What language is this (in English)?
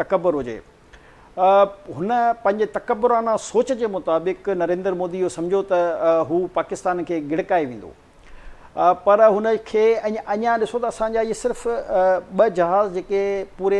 Sindhi